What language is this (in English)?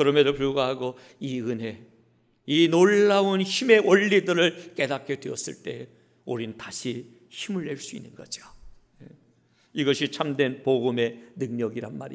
Korean